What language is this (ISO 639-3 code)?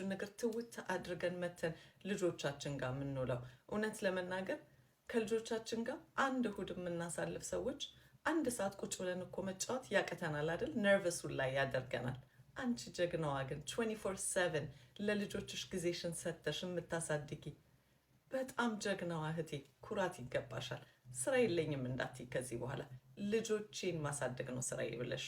amh